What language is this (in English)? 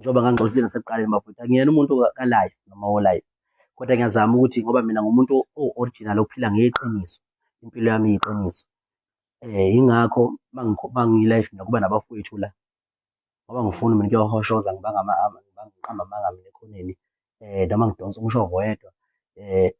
Zulu